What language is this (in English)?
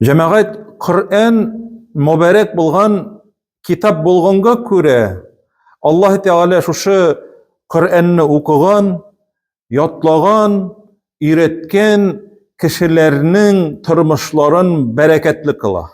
Tatar